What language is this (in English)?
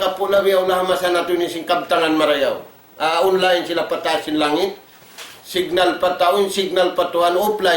Tausug